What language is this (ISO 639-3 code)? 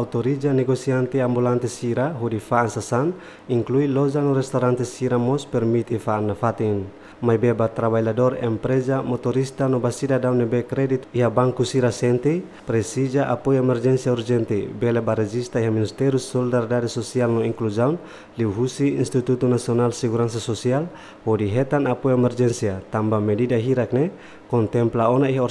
tet